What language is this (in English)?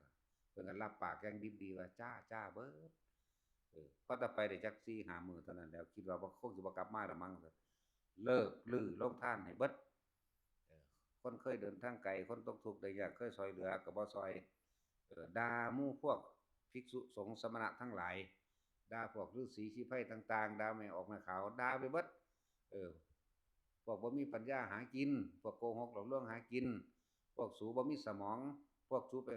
Northeastern Thai